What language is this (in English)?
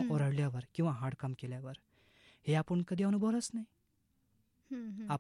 Marathi